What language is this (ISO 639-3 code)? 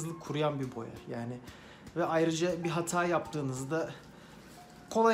tur